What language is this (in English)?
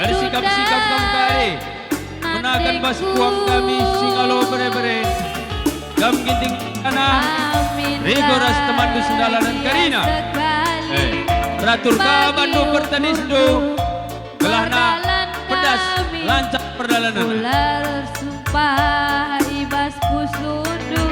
Batak Karo